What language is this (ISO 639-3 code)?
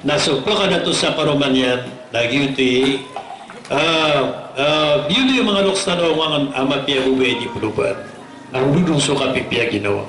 mrw